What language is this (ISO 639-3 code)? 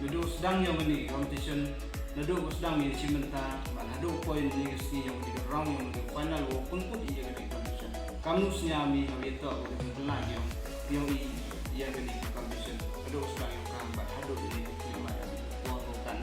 kha